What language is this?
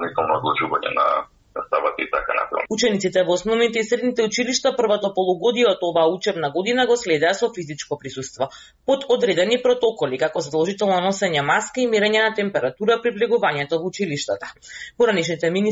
Macedonian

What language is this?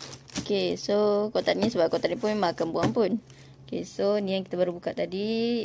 Malay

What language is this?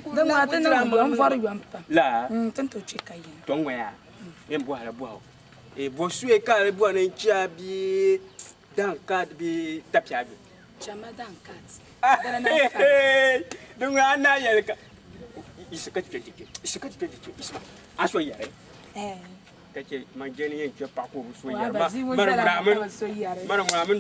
Dagbani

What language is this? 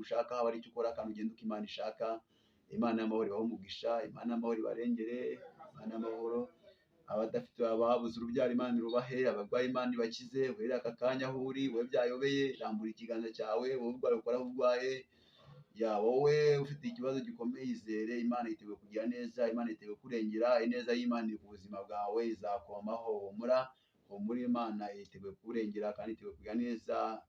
Kinyarwanda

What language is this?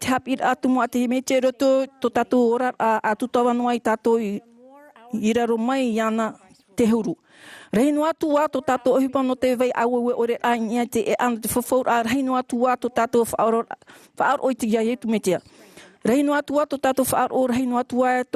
Tahitian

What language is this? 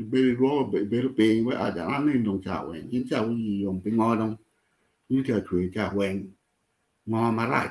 Acoli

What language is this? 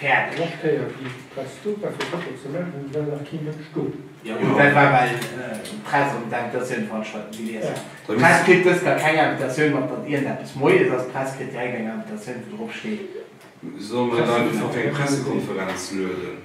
Luxembourgish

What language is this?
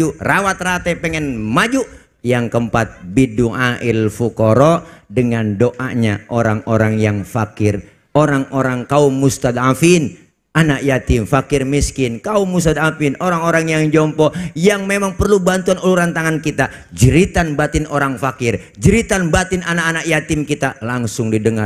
Betawi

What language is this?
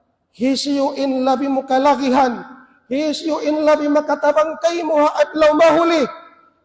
Tausug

